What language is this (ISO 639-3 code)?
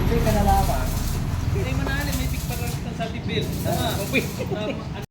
bik